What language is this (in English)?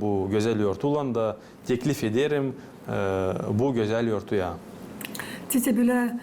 Gagauz